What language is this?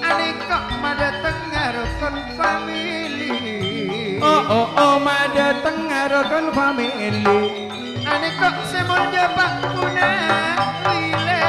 Madurese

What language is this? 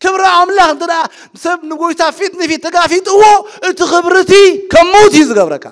Tigrinya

